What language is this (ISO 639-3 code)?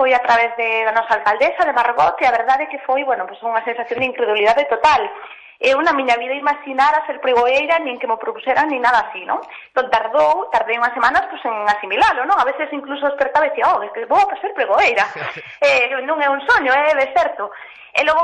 glg